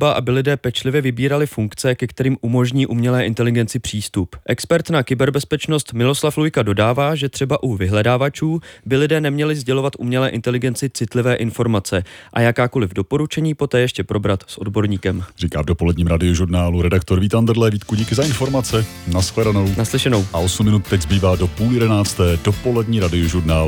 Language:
Czech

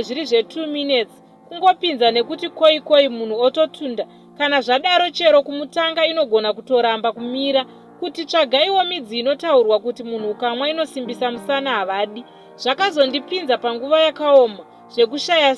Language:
Shona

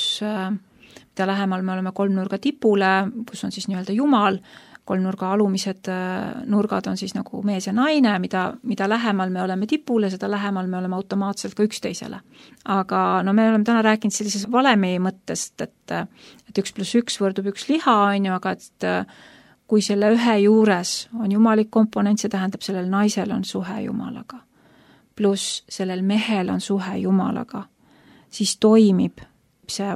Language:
Estonian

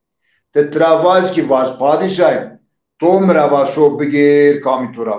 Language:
Zaza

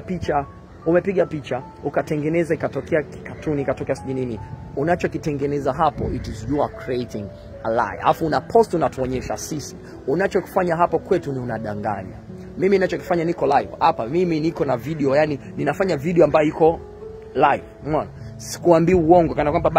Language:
Swahili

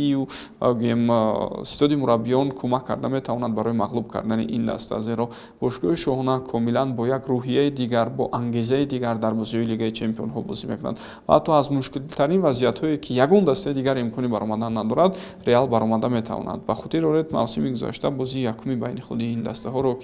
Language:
Tajik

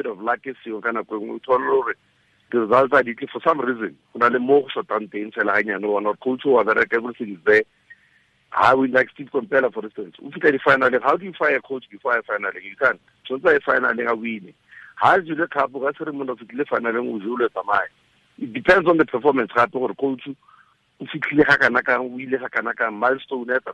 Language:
Tswana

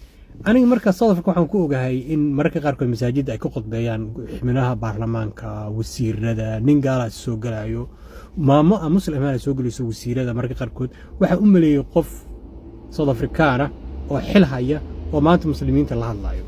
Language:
Somali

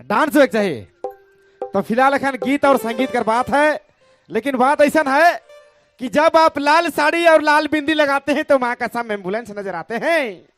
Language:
Sadri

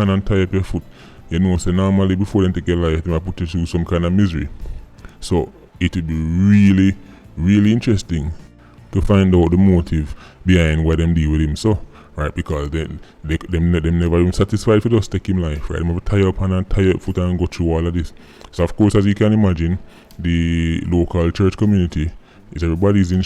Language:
Jamaican Creole English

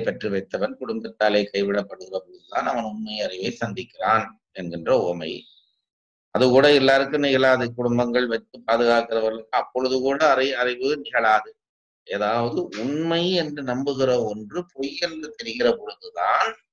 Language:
Tamil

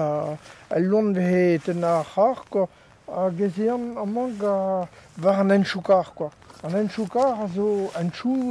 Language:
Breton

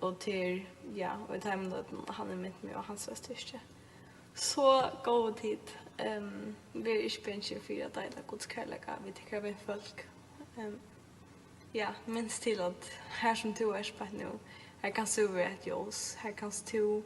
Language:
Faroese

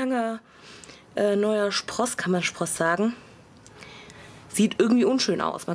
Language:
German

